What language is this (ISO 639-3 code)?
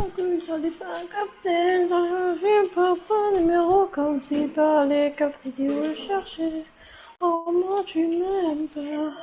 mfe